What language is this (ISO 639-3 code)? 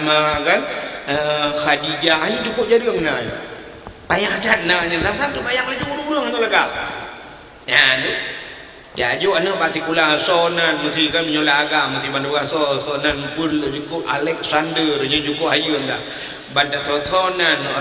ace